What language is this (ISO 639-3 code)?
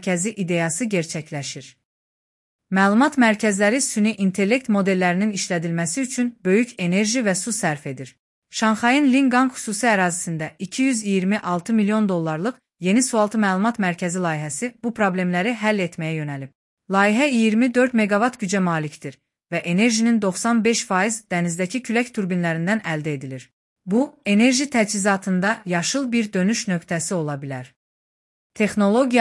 aze